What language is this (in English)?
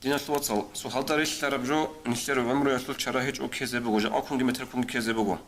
Avaric